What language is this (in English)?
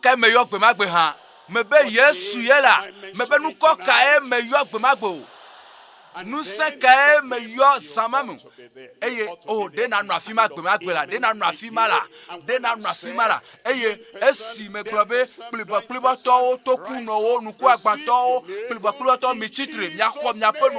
Ewe